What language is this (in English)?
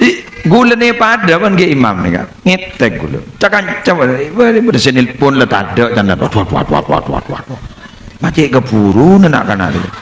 Madurese